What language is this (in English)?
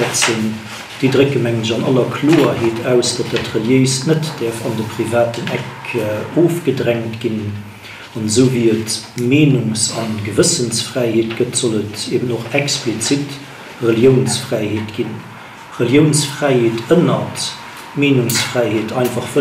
Luxembourgish